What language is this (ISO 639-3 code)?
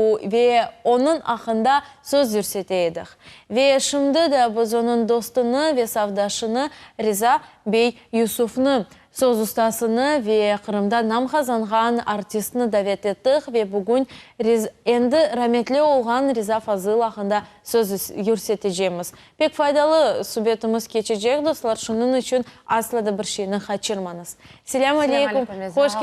crh